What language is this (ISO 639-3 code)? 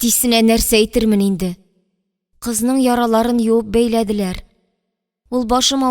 tat